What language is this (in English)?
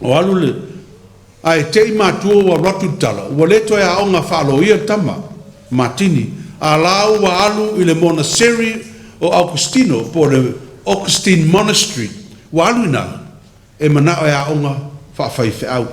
Samoan